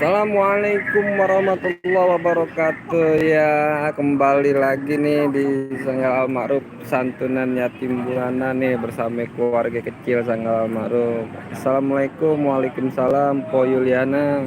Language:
Betawi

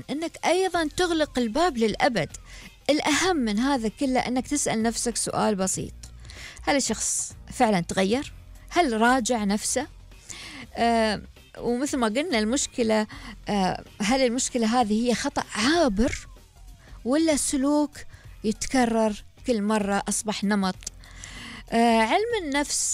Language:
Gulf Arabic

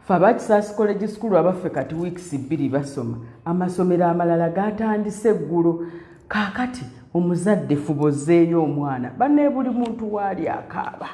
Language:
Ganda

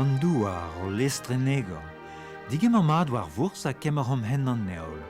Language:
Breton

